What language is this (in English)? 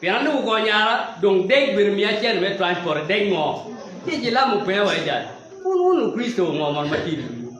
Acoli